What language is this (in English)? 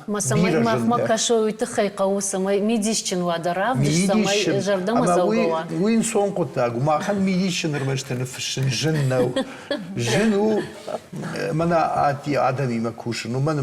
Ossetic